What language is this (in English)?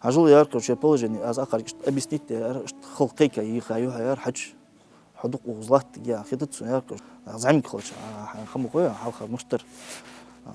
Ingush